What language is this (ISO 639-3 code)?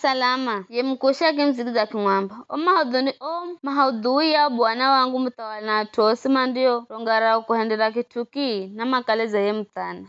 nyf